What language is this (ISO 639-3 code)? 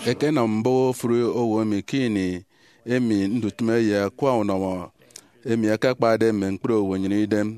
efi